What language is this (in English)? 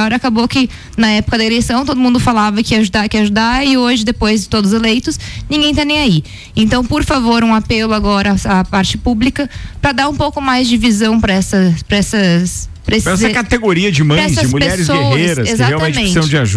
Portuguese